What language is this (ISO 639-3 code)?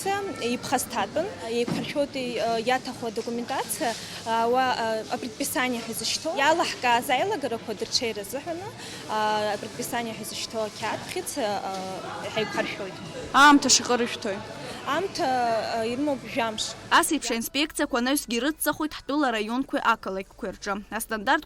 abk